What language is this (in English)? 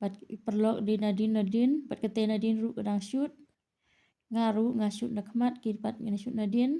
Khasi